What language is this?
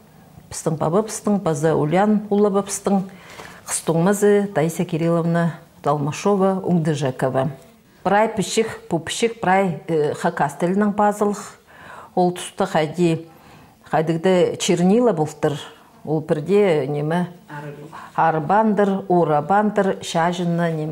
Khakas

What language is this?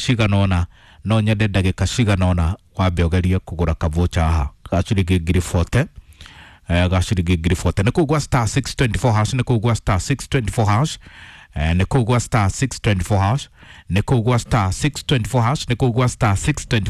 Kikuyu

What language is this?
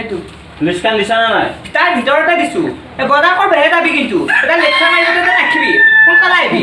Assamese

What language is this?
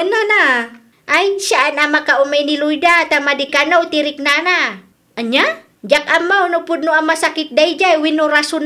Iloko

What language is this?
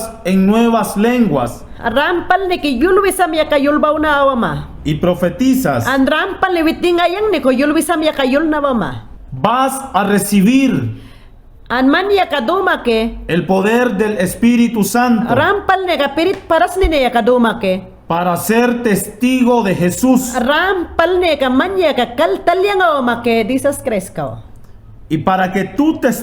Mayangna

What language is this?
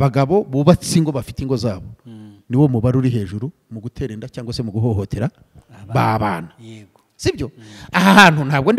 Kinyarwanda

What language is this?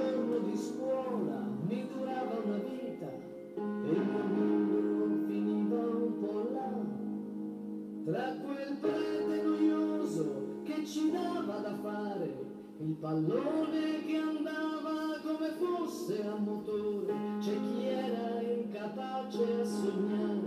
Italian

